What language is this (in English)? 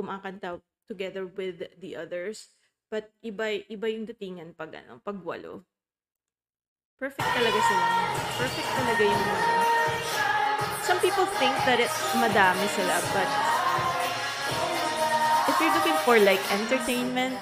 Filipino